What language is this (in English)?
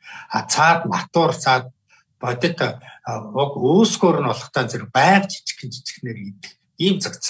Mongolian